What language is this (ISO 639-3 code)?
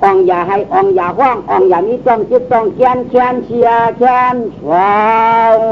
shn